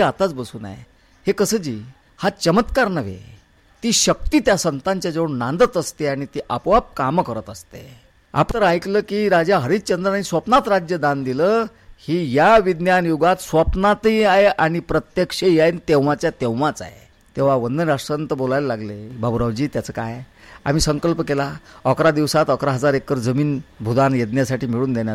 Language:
Marathi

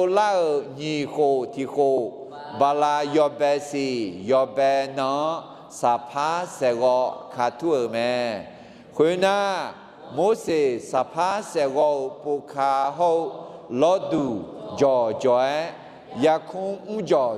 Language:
Akha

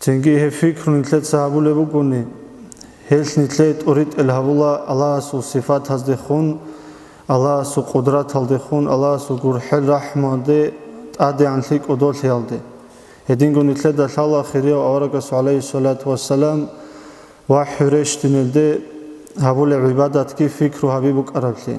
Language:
Avaric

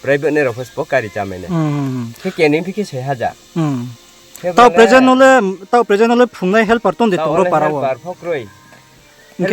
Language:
Riang (India)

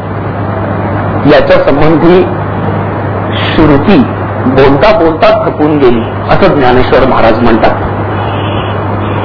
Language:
Marathi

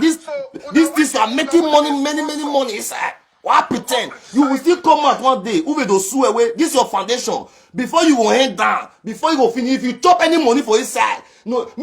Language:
Nigerian Pidgin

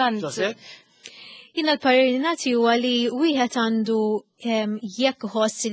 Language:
Maltese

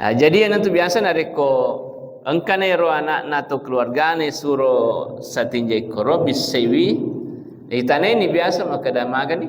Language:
Buginese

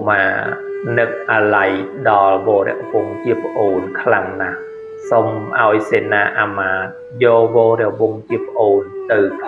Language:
Khmer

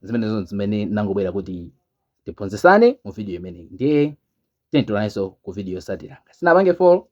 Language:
Nyanja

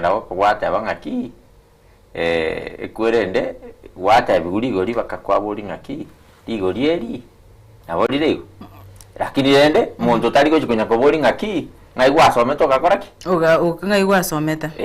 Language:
Gusii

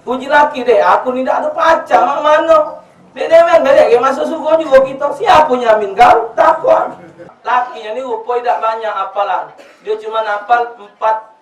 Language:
Musi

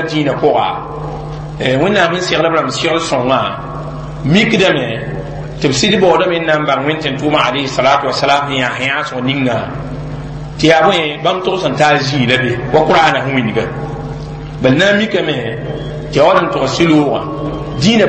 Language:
Mossi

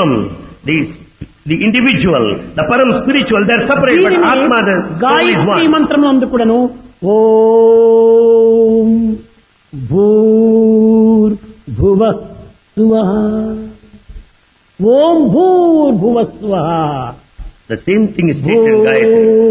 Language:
Telugu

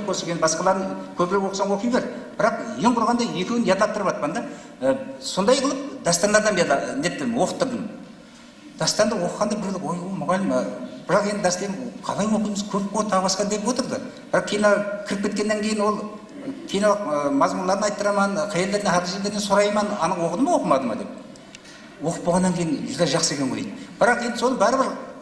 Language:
Kara-Kalpak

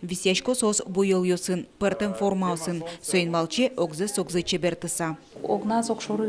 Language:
Udmurt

